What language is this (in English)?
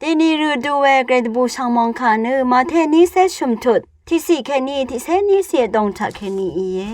Rawang